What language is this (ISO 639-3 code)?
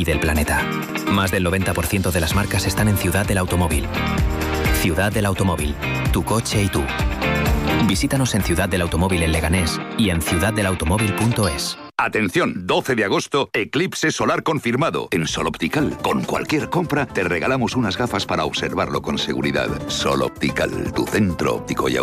spa